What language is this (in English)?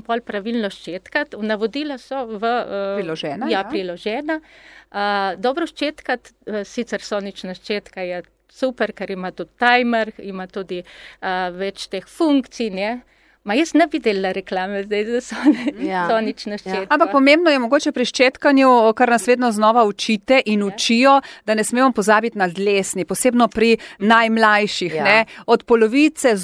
Slovenian